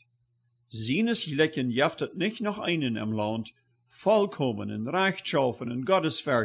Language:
Plautdietsch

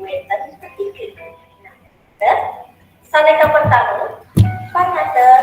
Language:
Balinese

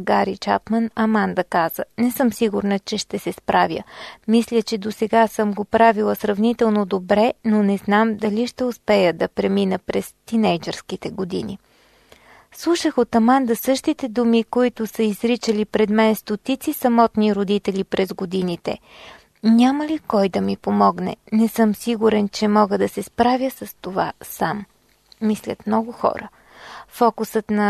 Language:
Bulgarian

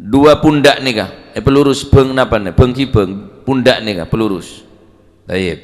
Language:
Madurese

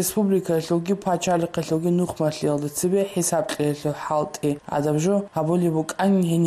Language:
Avaric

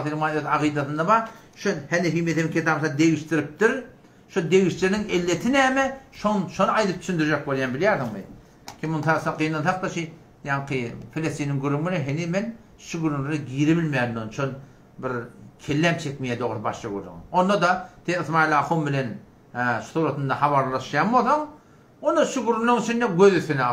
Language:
Turkmen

